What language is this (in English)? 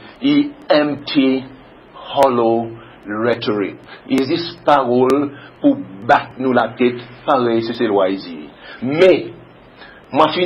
Seselwa Creole French